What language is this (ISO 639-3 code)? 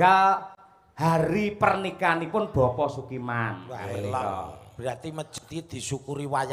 jav